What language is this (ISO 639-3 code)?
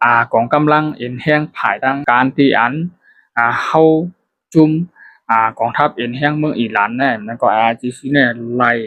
shn